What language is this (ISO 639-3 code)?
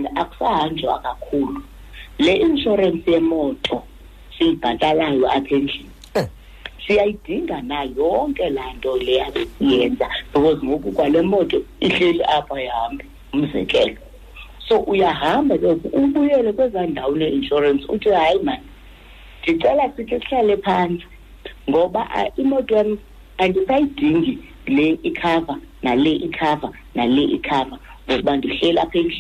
xho